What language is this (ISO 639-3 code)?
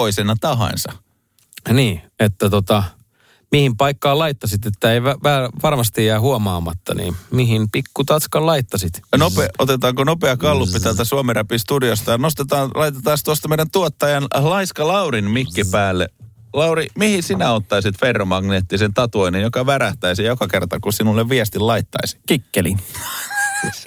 fin